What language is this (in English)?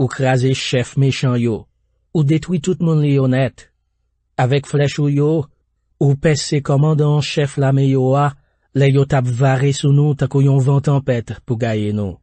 Haitian Creole